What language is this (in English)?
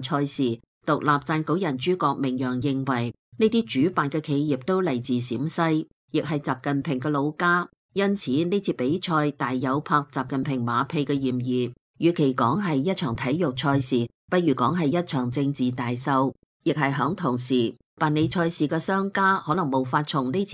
Cantonese